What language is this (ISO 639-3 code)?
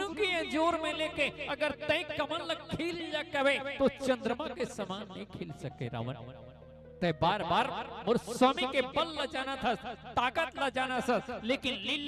hne